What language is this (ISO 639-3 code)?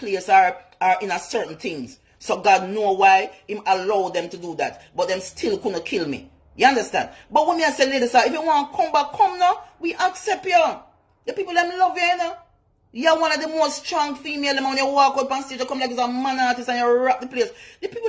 jam